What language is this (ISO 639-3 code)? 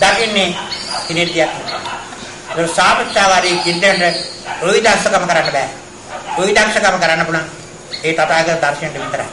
sin